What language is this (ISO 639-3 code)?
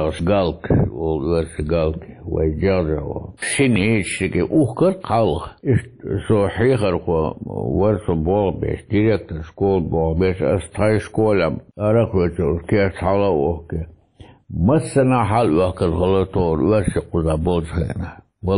che